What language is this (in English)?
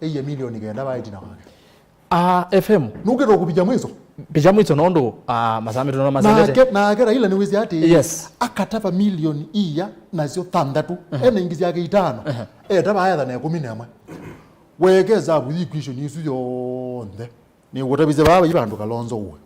Kamba